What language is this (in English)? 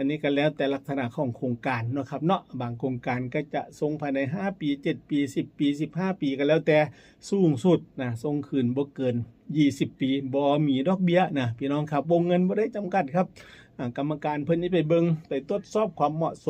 Northeastern Thai